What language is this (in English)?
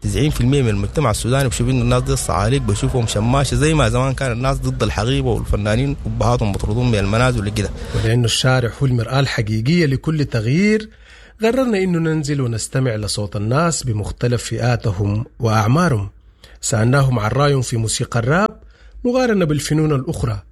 Sudanese Arabic